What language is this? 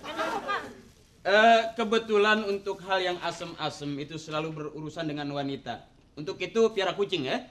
Betawi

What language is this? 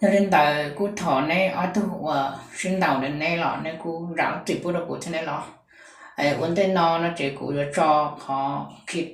Hmong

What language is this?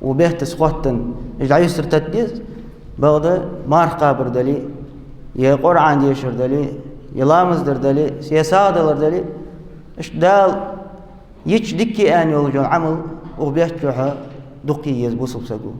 Ingush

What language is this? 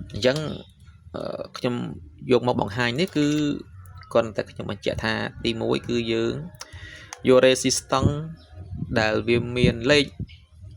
Khmer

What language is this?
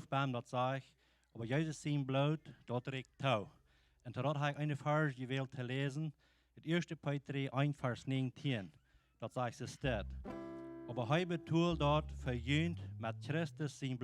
Plautdietsch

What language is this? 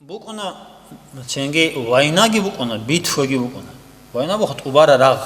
Avaric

